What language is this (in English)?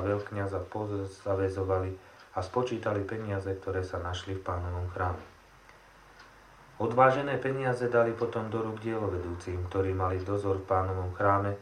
Slovak